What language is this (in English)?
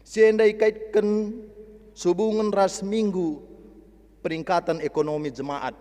Batak Karo